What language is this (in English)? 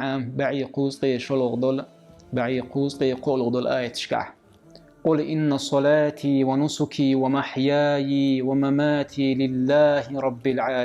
Chechen